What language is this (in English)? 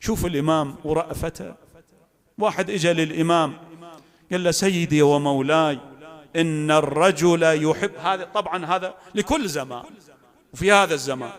Mesopotamian Arabic